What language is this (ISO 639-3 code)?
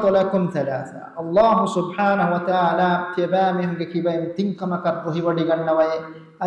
div